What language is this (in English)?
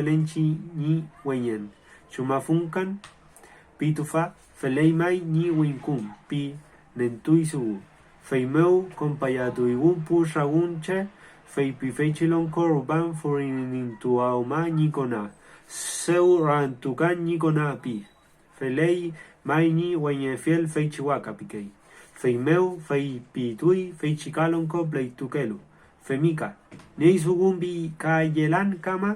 Mapuche